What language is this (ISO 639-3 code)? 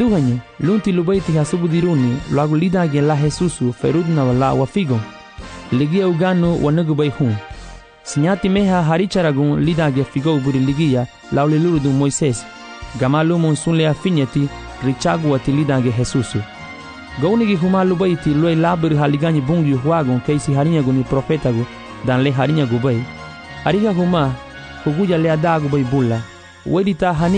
cab